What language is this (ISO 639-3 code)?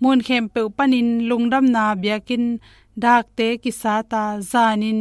ctd